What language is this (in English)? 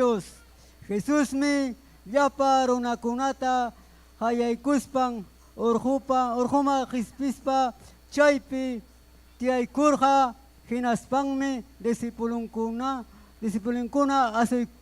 Ayacucho Quechua